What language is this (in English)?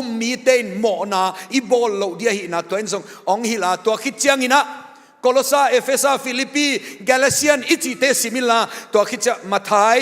Tedim Chin